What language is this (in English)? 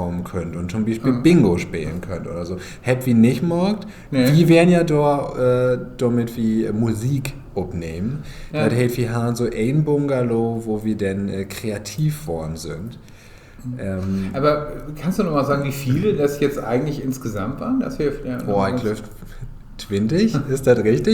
Low German